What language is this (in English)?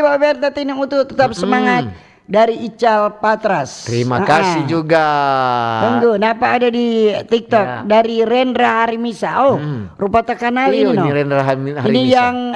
Manado Malay